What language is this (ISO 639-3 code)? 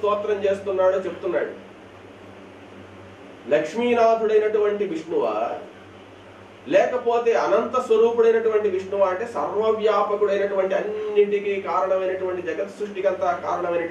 tel